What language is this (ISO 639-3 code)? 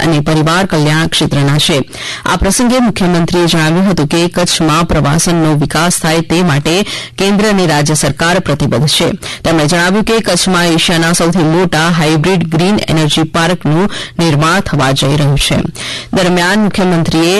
guj